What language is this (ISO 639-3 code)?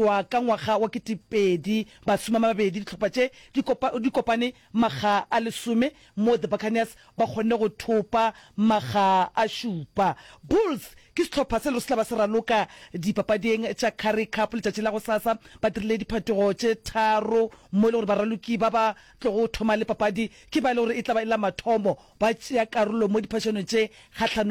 nso